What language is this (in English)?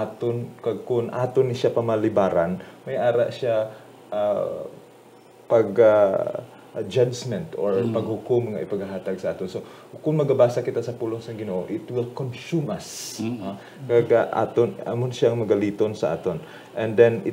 Hiligaynon